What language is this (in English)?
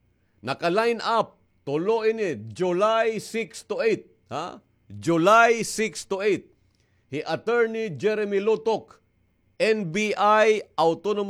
Waray